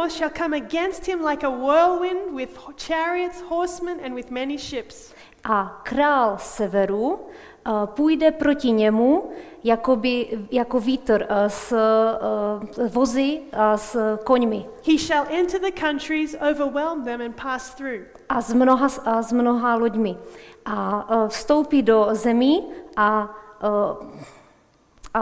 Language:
Czech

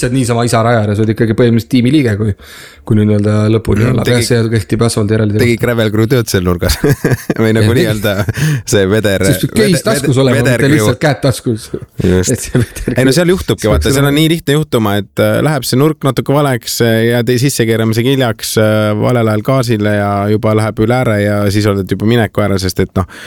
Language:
Estonian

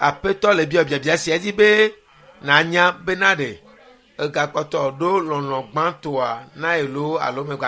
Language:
Ewe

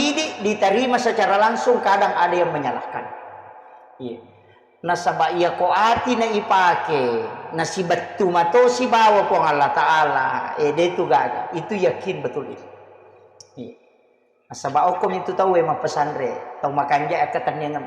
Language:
Buginese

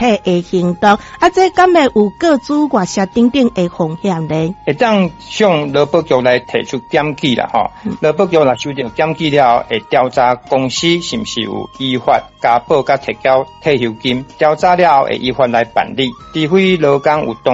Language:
Min Nan Chinese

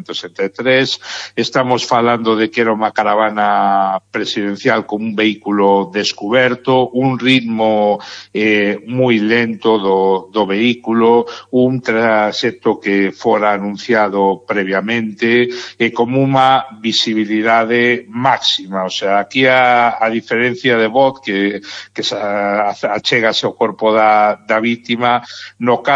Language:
Galician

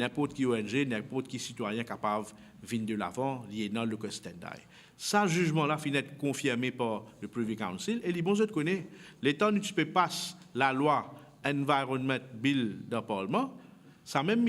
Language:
Morisyen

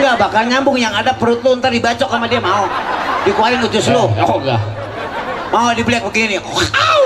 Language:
Betawi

